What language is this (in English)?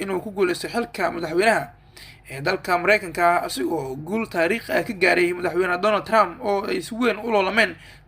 Somali